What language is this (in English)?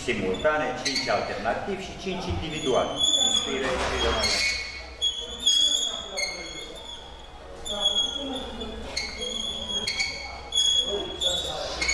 Romanian